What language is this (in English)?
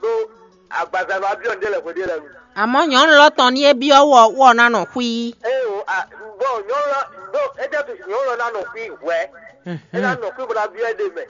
Fon